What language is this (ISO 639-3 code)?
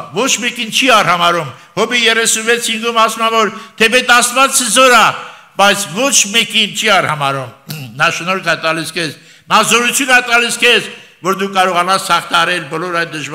hye